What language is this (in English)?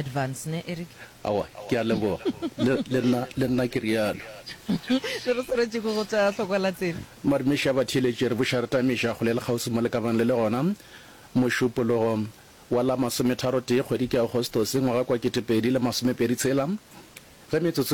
Northern Sotho